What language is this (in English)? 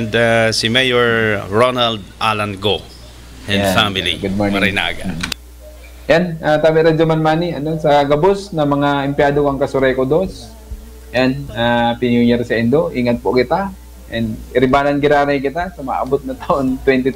Bikol